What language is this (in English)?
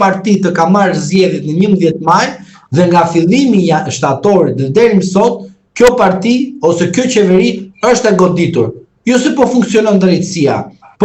Albanian